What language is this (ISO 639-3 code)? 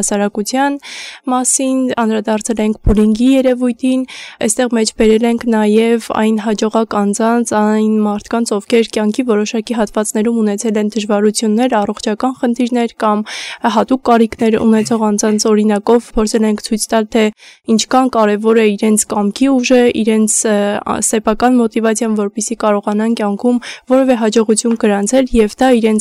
hye